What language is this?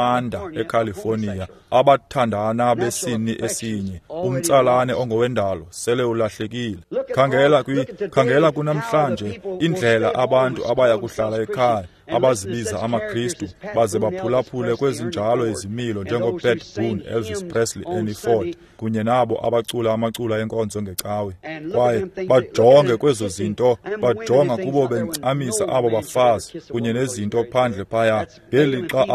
Xhosa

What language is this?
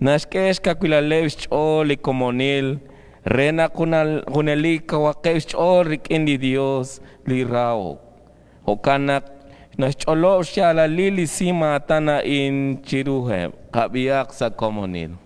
Kekchí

